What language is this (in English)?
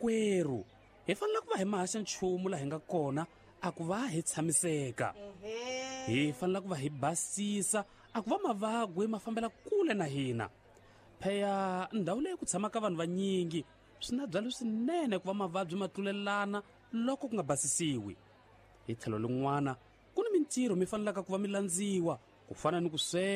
Tsonga